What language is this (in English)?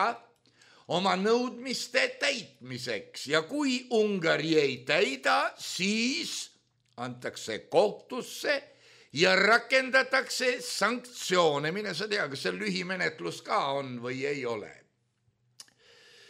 Estonian